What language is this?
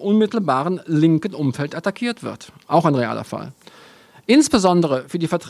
German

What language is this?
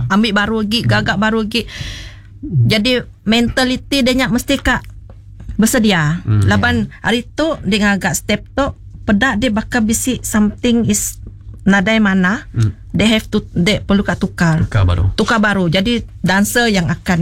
Iban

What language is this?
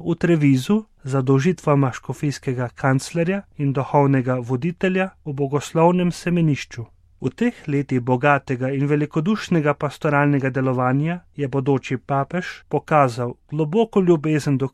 Slovenian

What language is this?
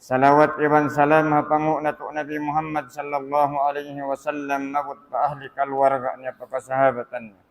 Tausug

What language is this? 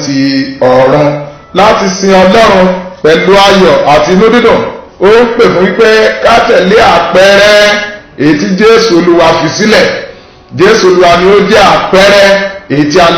Yoruba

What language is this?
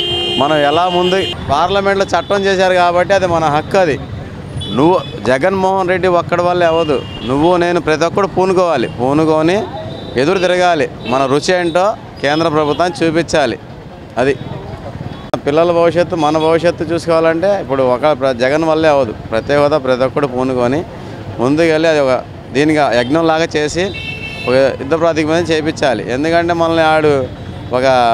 Telugu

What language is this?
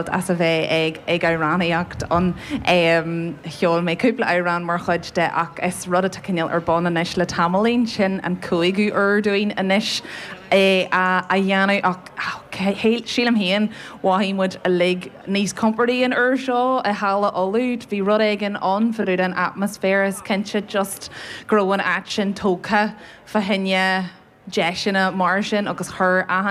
Irish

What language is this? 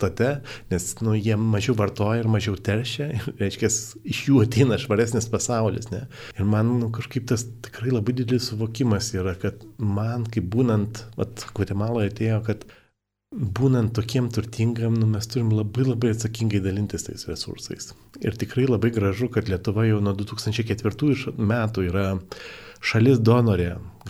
Lithuanian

